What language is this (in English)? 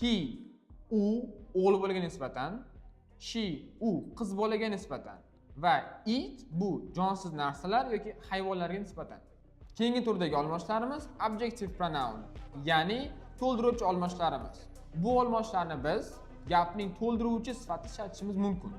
Uzbek